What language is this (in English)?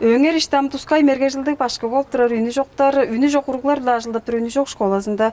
Tuvinian